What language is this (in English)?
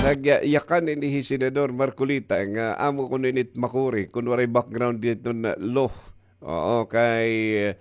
Waray